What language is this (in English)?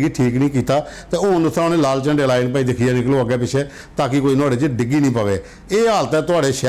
Dogri